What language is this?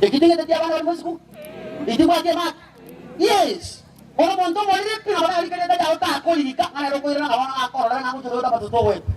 Gusii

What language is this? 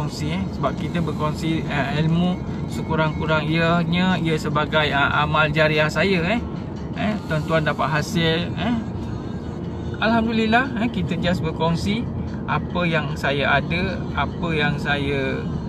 Malay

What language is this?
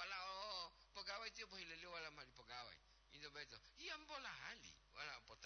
Gorontalo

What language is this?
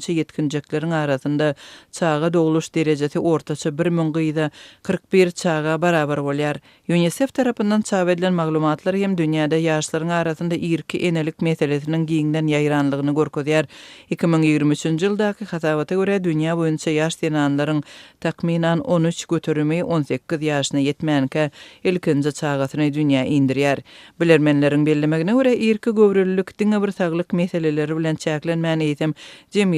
Turkmen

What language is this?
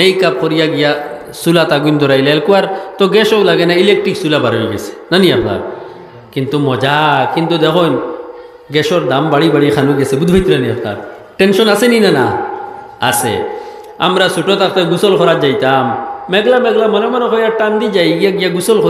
Sylheti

